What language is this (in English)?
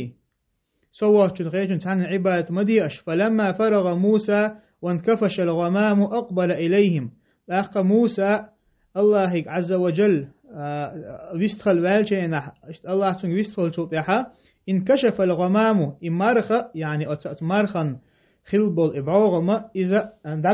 Chechen